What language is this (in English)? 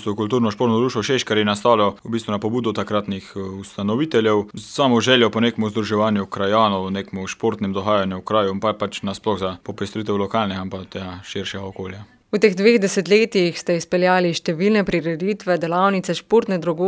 Slovenian